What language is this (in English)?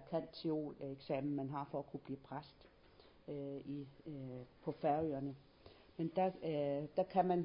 Danish